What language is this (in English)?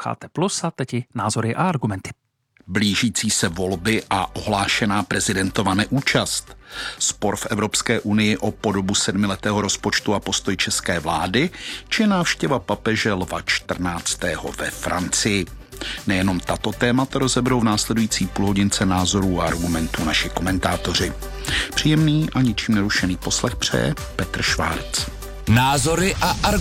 Czech